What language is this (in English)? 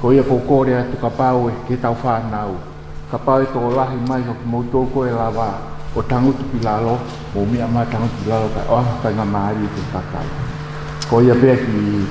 Tongan